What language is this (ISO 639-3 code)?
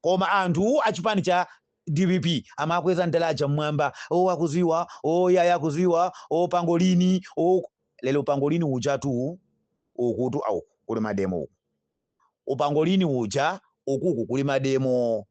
nya